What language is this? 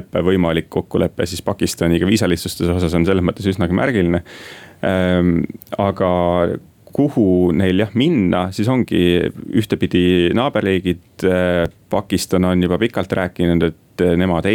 Estonian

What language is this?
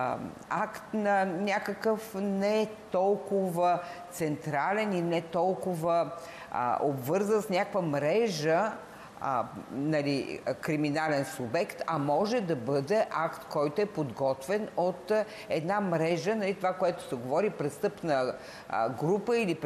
Bulgarian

